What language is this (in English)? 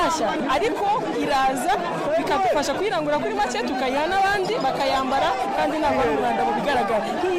Kinyarwanda